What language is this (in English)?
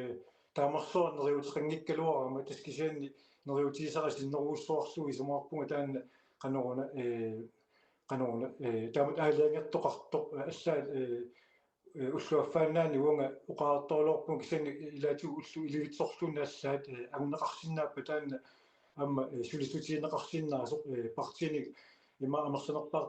Kalaallisut